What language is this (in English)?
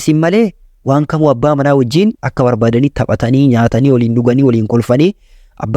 Oromo